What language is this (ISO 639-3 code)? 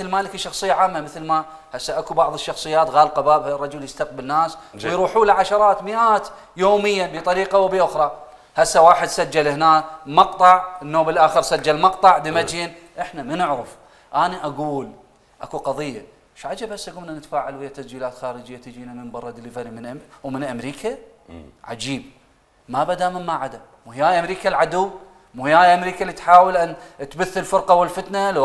acm